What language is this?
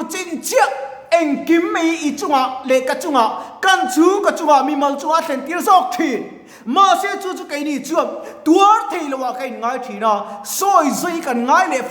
Mizo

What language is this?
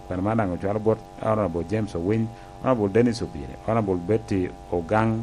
Lango (Uganda)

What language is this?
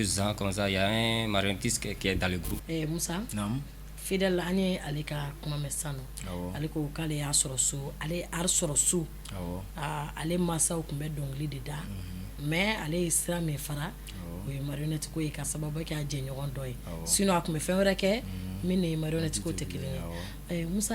Bambara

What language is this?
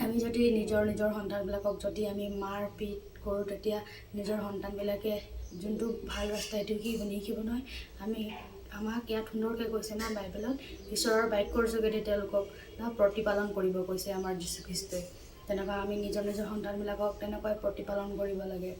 Assamese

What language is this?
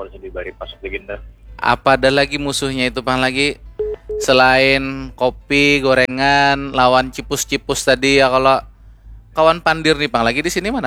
Banjar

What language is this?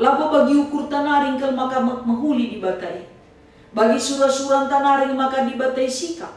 Batak Karo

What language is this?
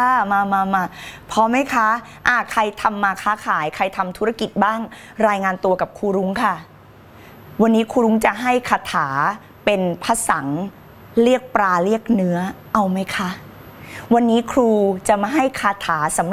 Thai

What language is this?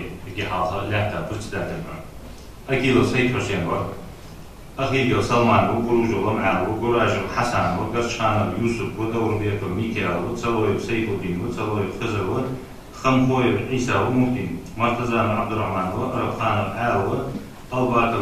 Ingush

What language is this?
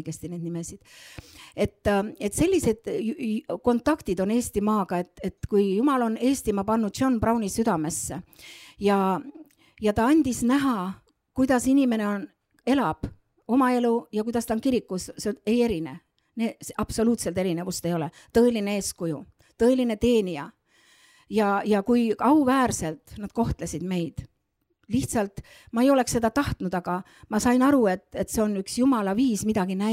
Estonian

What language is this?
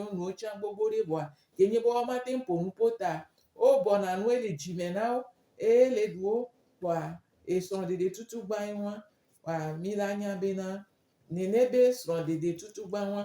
Gen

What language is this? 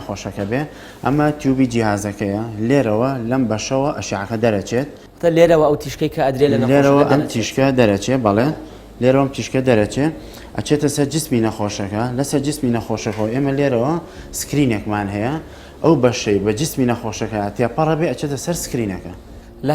Central Kurdish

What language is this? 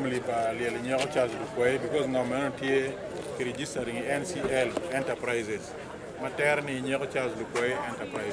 Acoli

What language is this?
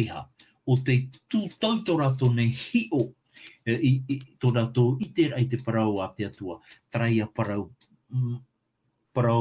Tahitian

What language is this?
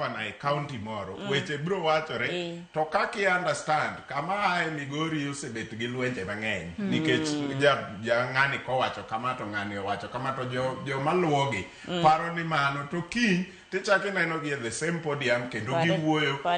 Luo (Kenya and Tanzania)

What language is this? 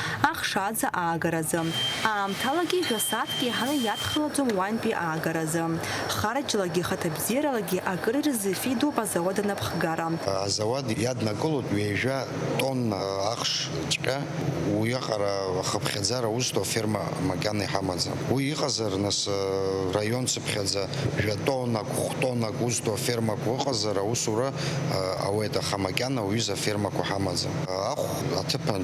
Abkhazian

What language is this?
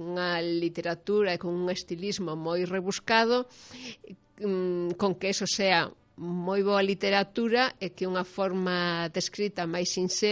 Galician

